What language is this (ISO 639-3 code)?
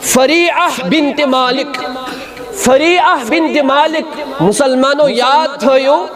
kas